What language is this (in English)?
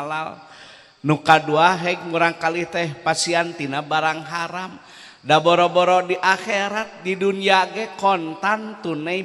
Sundanese